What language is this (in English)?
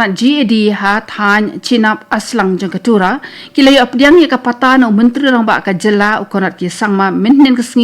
Khasi